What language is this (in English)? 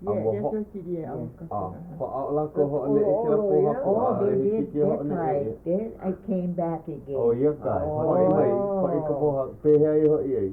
Hawaiian